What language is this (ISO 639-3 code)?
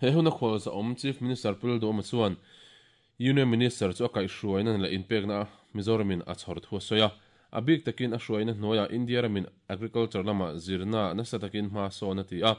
lus